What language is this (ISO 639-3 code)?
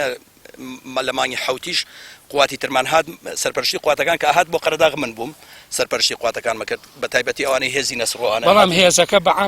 ckb